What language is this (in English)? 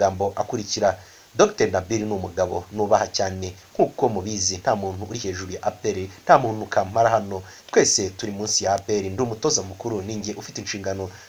Kinyarwanda